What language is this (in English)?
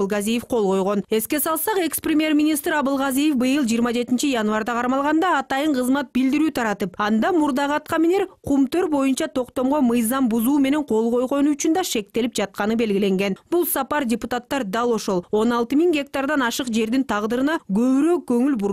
Kyrgyz